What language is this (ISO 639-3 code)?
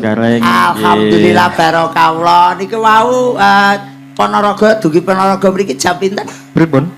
jav